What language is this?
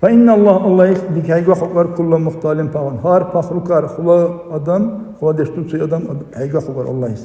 Dargwa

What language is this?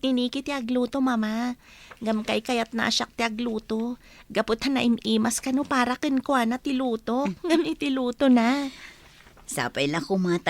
Iloko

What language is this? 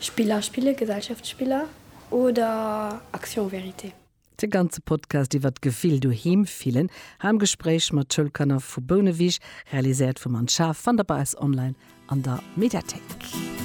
Luxembourgish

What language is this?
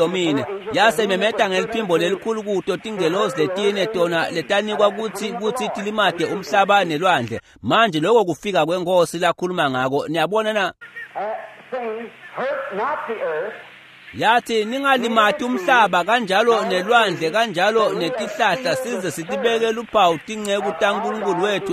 Swati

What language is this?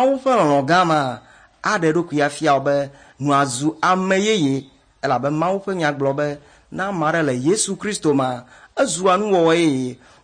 Ewe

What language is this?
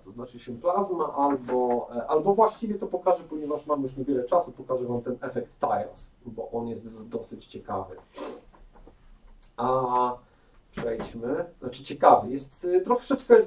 Polish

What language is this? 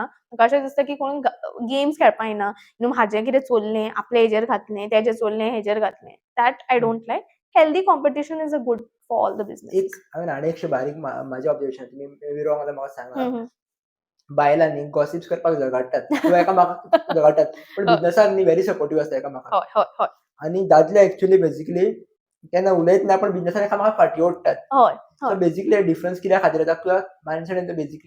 Konkani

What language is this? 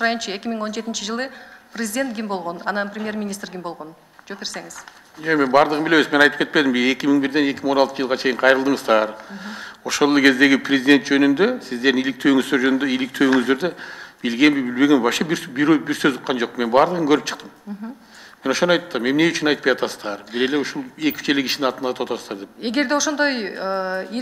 Kyrgyz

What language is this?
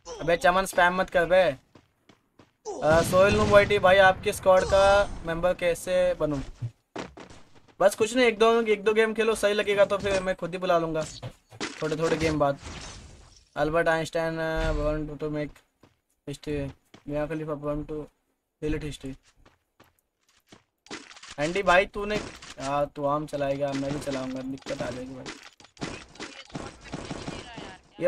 Hindi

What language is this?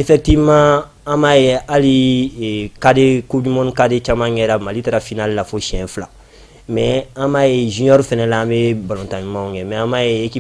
Bambara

